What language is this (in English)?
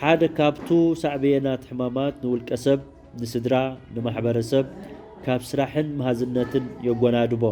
Tigrinya